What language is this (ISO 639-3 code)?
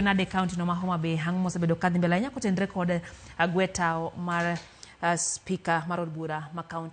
luo